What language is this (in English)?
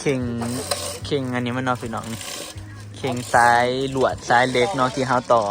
Northeastern Thai